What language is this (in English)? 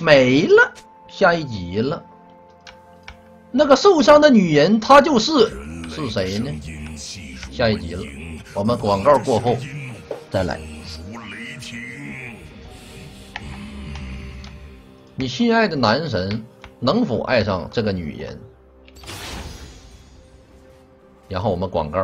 Chinese